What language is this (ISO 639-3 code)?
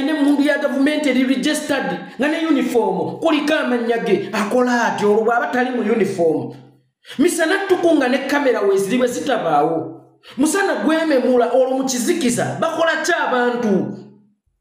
lug